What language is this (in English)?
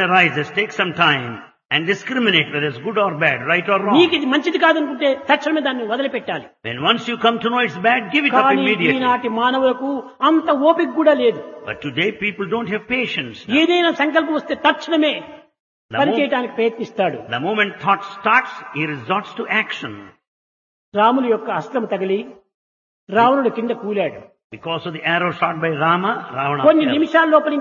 Telugu